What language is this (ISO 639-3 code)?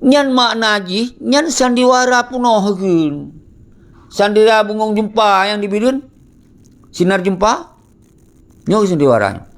ace